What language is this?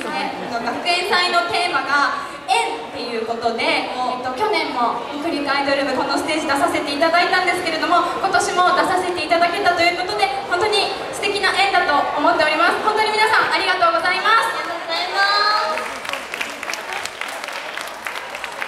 Japanese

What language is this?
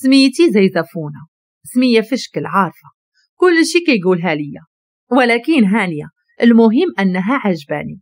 Moroccan Arabic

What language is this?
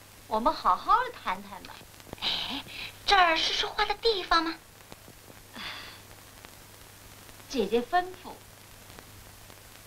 Chinese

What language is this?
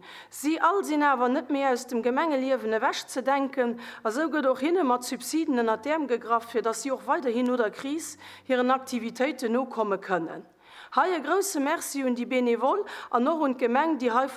Luxembourgish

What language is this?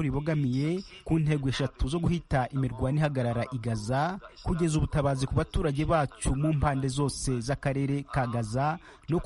Kinyarwanda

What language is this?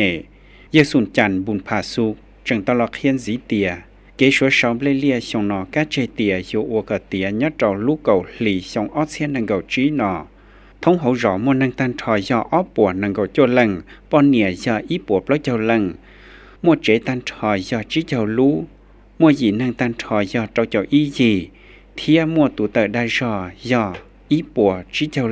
Hmong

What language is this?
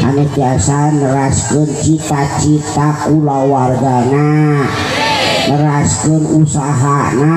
Sundanese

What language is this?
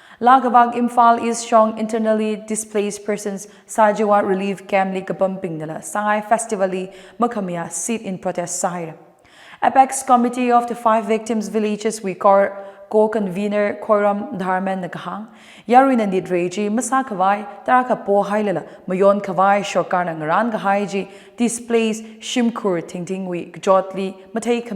Tangkhul Naga (India)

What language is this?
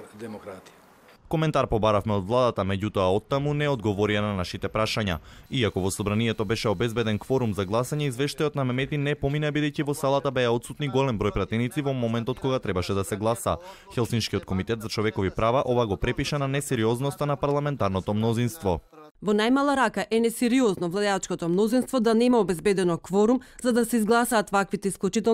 Macedonian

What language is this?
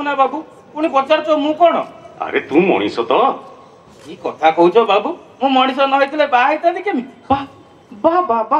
Odia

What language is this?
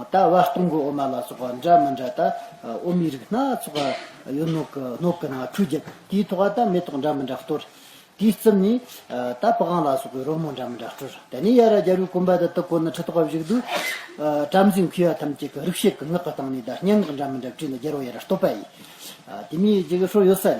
Tibetan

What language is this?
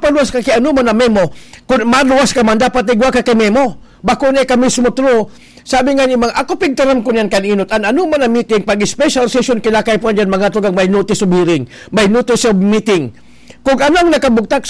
Bikol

